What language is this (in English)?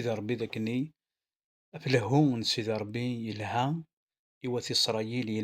Kabyle